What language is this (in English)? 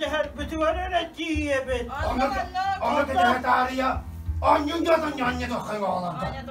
Yakut